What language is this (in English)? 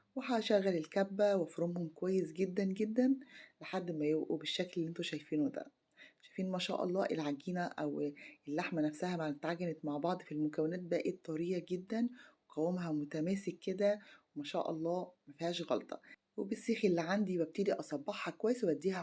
Egyptian Arabic